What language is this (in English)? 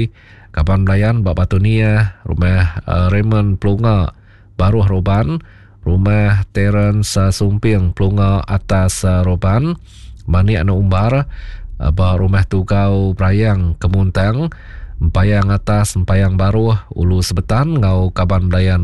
Iban